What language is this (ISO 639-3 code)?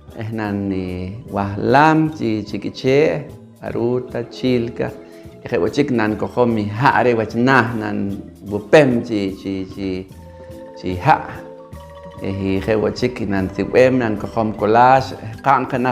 poh